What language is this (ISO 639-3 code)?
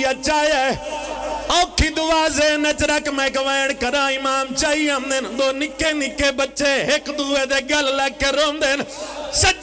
phr